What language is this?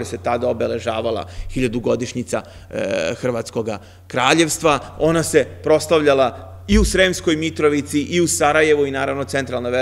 Serbian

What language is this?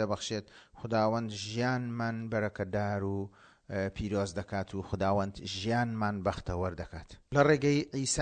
Central Kurdish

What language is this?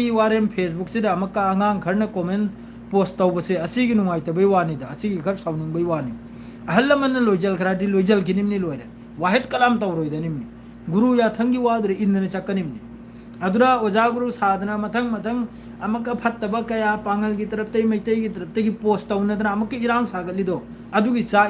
Manipuri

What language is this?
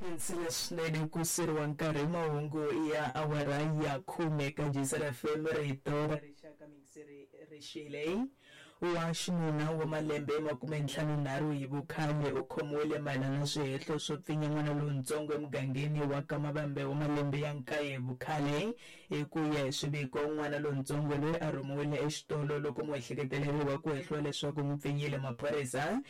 Tsonga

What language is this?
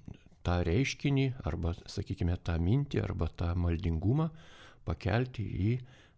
Lithuanian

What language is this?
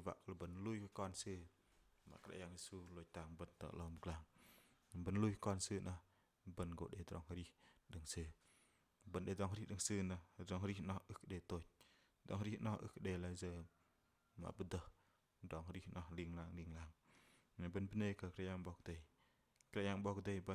Bahnar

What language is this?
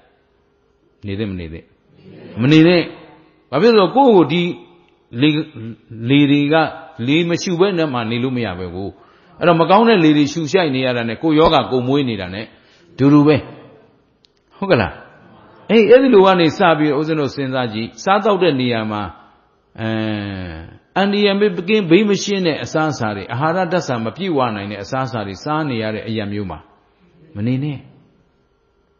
Burmese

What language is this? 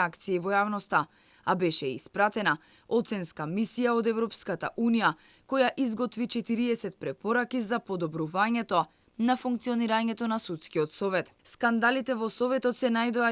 Macedonian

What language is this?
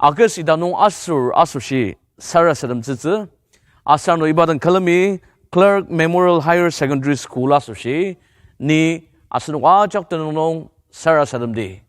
Ao Naga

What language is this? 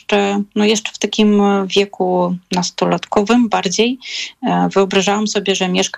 Polish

